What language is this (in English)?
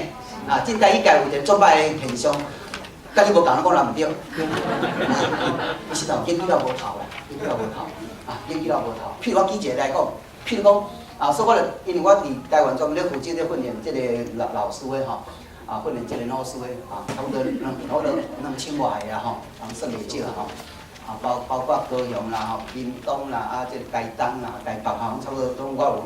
Min Nan Chinese